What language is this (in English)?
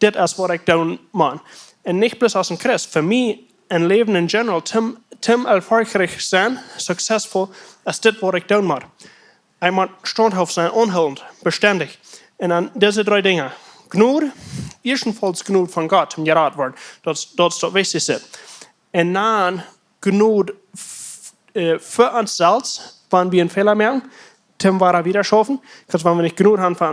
Plautdietsch